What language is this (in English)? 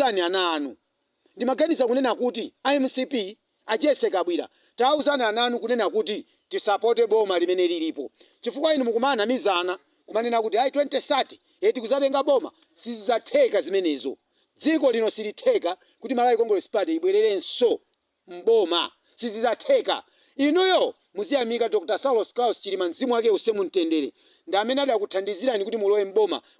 Nyanja